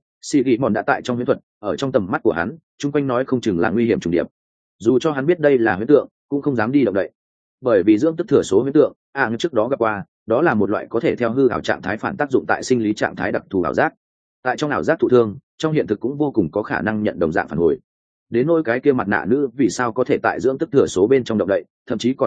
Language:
Vietnamese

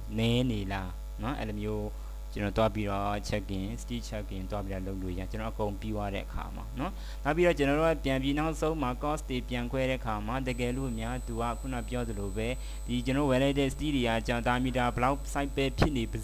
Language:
Burmese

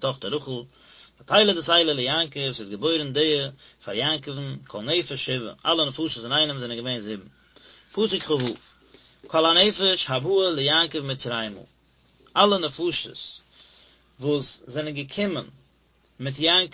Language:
Yiddish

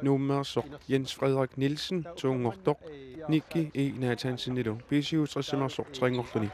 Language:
Kalaallisut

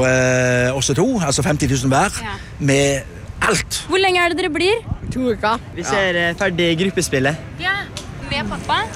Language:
Norwegian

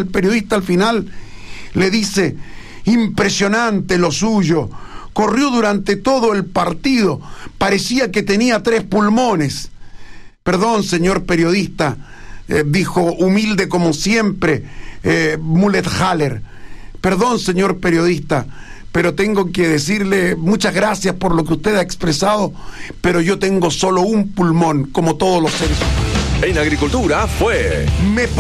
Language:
Spanish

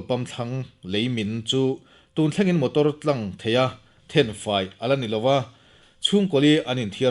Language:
Mizo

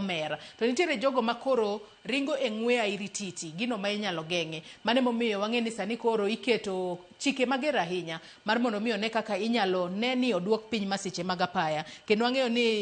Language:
Luo (Kenya and Tanzania)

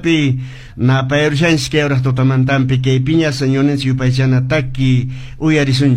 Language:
Quechua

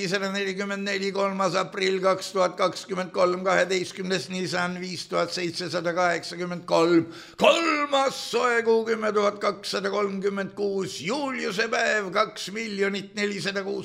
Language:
Estonian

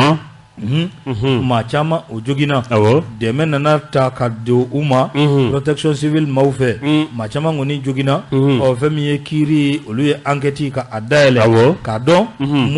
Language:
Bambara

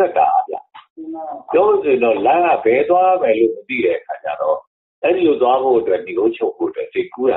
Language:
Burmese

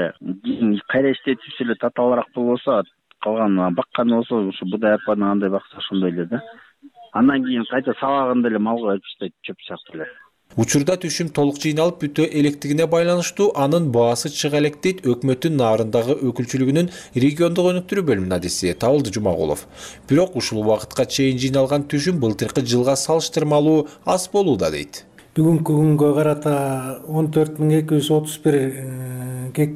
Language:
Kyrgyz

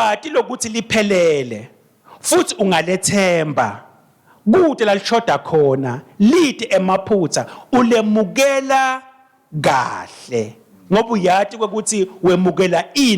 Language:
Swati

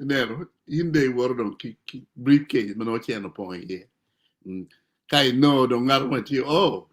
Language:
Acoli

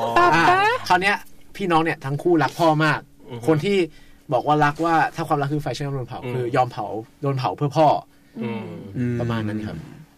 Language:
Thai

